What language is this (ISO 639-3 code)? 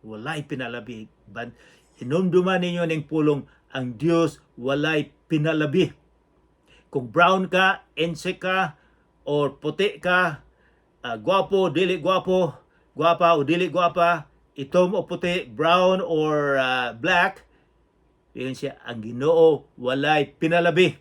ceb